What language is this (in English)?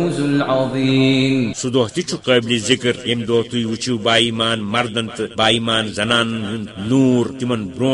Kashmiri